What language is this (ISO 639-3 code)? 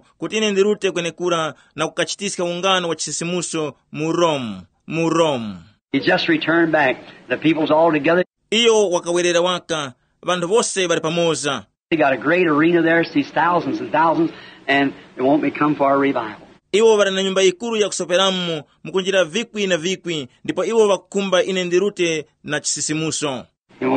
tum